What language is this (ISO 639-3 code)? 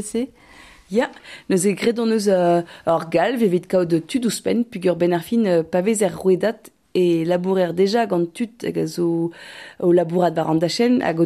bre